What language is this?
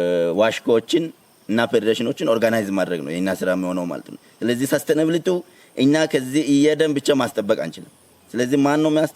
Amharic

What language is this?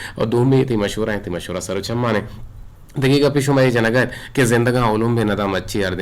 Eastern Balochi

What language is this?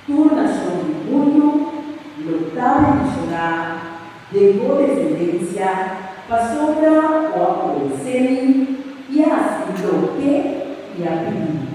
Papiamento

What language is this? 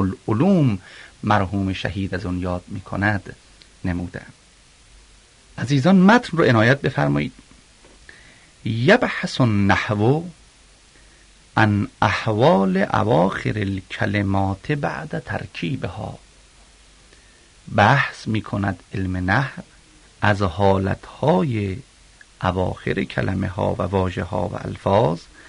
Persian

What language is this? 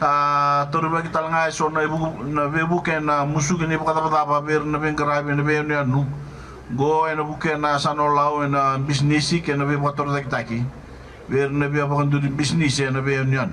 Fijian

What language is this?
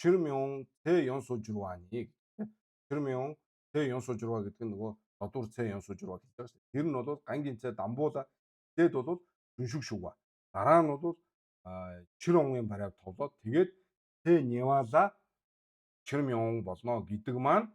Mongolian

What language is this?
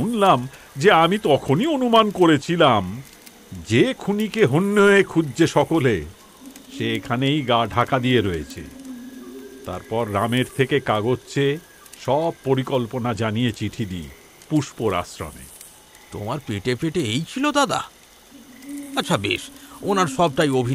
Bangla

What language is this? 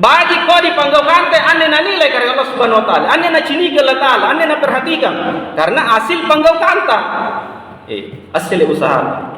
Makasar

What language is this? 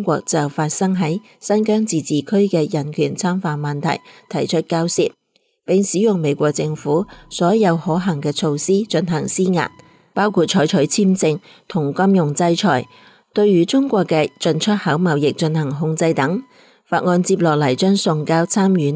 Cantonese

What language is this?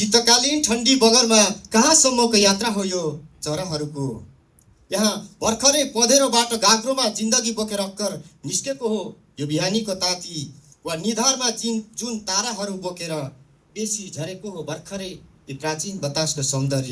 Nepali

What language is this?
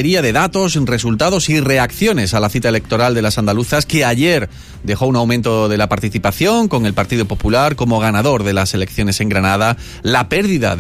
Spanish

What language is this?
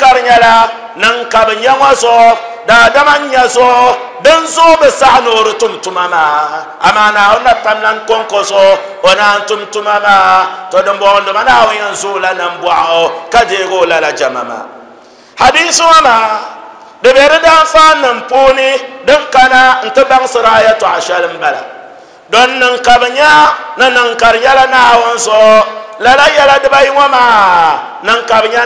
Dagbani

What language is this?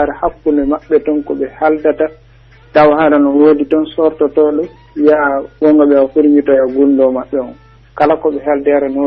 Pular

